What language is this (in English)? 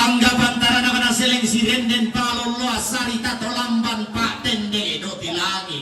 Toraja-Sa'dan